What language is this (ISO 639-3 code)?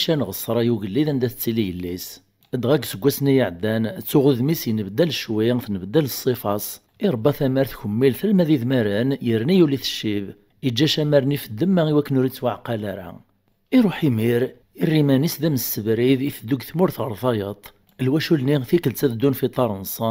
kab